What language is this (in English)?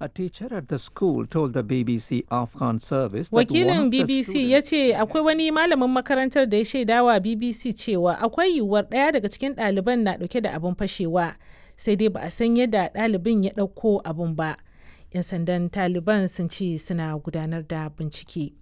Hausa